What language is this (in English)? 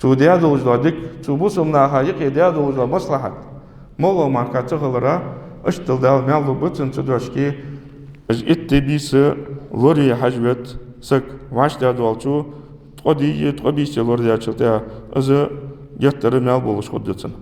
Ingush